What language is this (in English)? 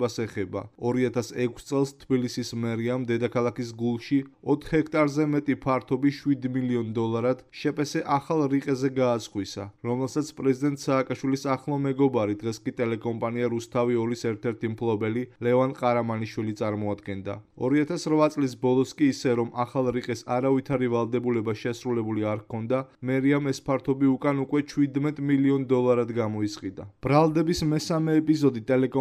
Georgian